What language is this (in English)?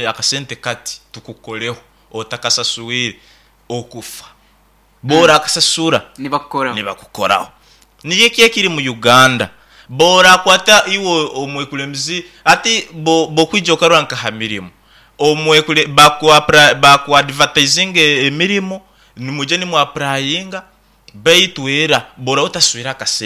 Nyoro